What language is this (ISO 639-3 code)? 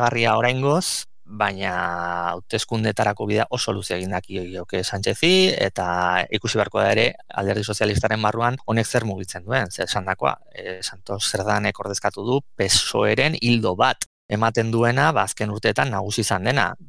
eus